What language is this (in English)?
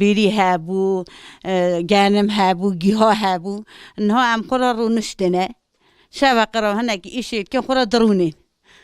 Kurdish